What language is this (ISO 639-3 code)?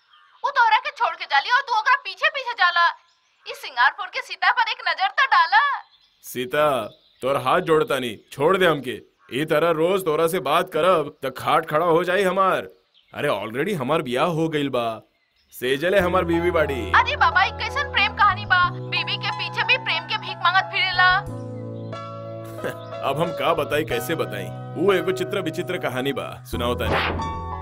bho